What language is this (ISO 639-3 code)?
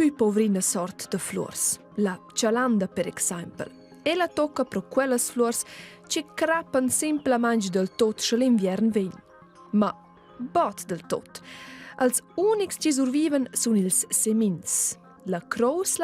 roh